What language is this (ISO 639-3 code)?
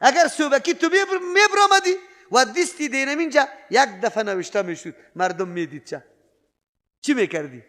fas